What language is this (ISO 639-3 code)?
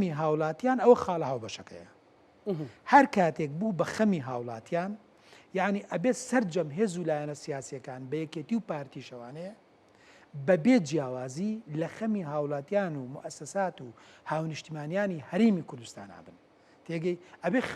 ckb